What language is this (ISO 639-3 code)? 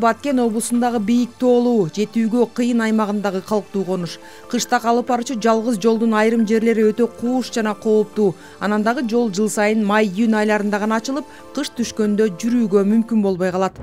kir